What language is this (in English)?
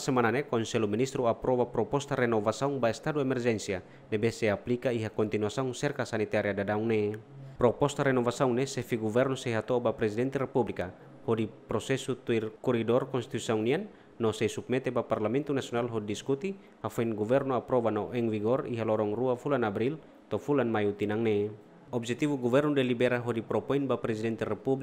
Tetum